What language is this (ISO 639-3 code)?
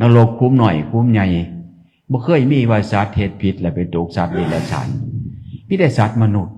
tts